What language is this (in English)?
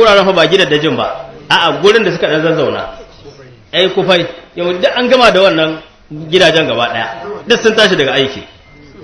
Hausa